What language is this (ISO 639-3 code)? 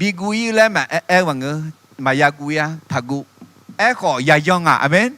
ahk